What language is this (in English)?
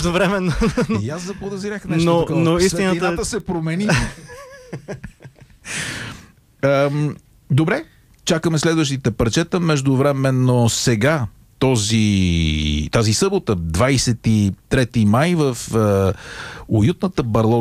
Bulgarian